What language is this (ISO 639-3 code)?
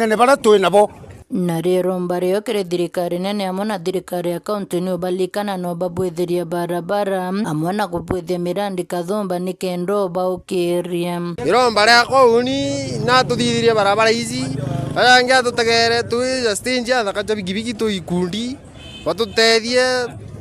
mer